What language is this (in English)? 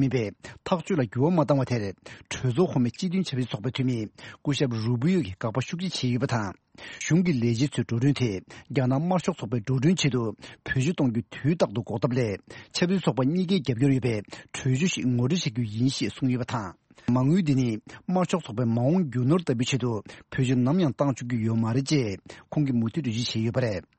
Tibetan